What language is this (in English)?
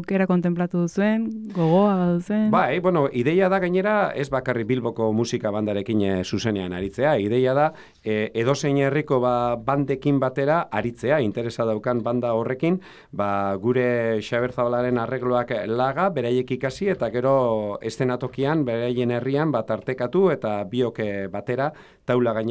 Basque